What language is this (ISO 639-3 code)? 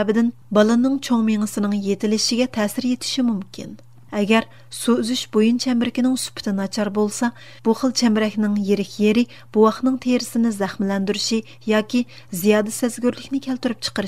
uig